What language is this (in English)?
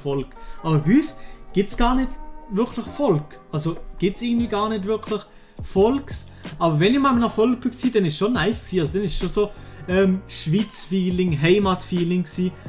Swiss German